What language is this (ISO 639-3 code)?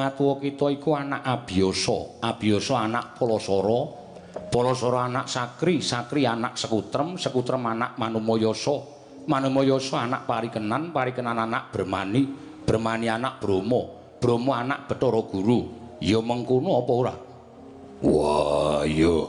jav